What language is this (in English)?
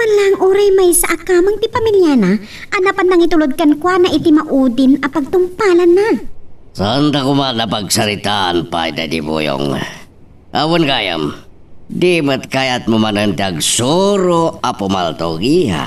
Iloko